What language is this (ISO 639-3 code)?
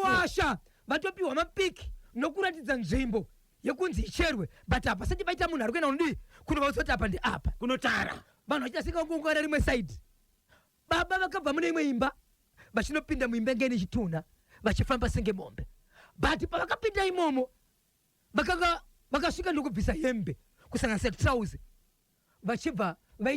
sna